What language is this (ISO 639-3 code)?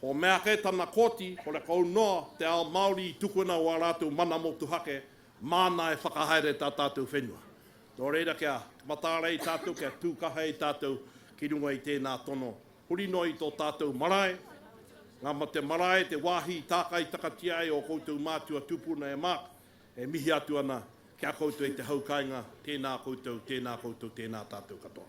mri